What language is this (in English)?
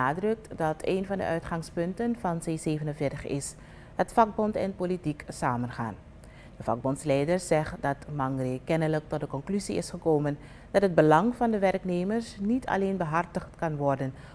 Dutch